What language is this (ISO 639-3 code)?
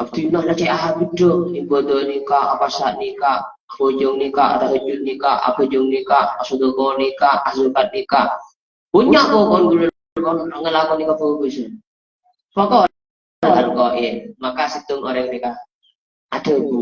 mad